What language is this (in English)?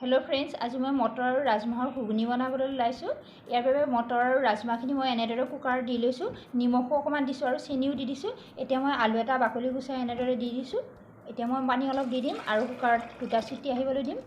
Assamese